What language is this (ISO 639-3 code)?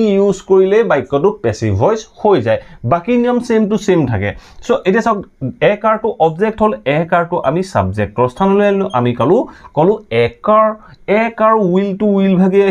asm